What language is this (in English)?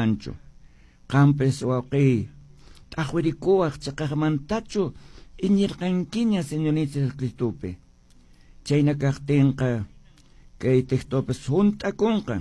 Quechua